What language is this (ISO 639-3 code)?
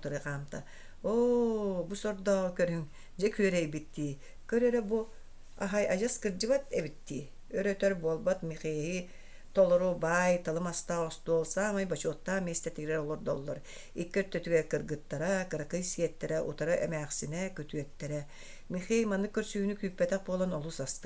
sah